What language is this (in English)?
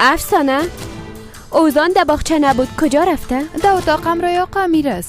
Persian